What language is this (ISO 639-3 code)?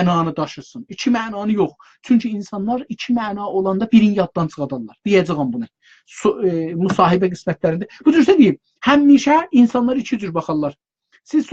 azb